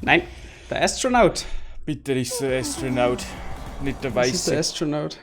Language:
Bavarian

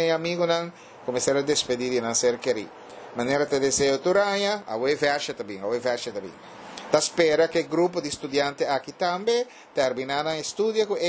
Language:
Papiamento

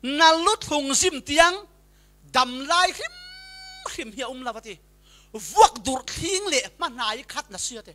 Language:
Falam Chin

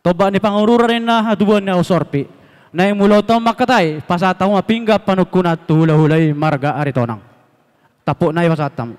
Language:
Batak Toba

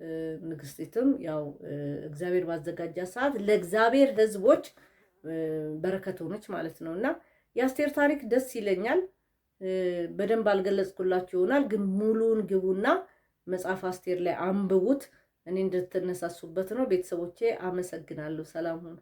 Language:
Amharic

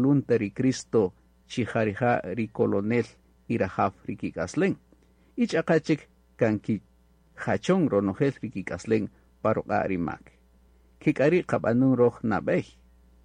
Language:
Kaqchikel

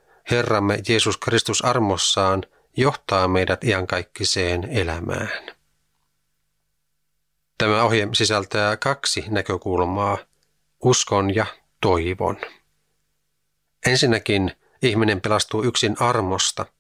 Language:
Finnish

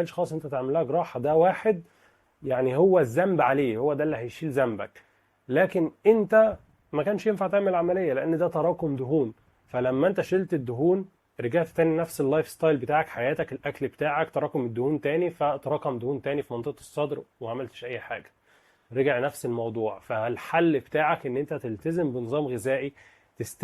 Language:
Egyptian Arabic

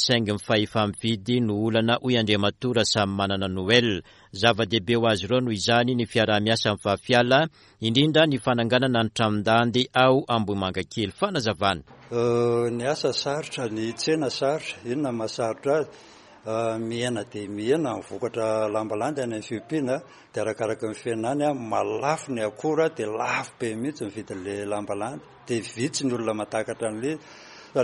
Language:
Malagasy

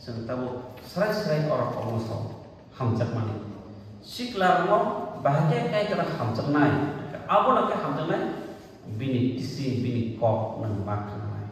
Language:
Kok Borok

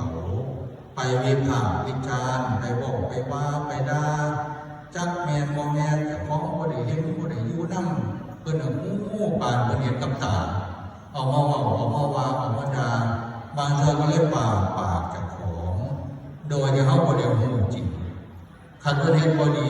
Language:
Lao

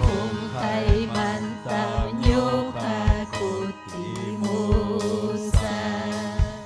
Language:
Ayacucho Quechua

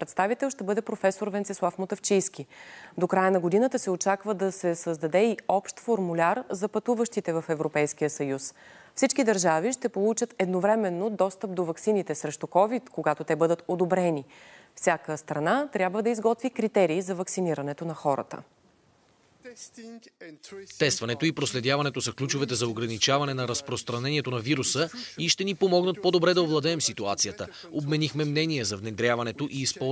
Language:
Bulgarian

